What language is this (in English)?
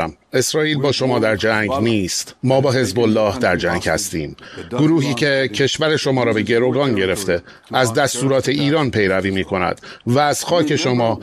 Persian